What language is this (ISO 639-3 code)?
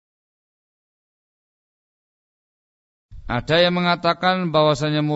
ind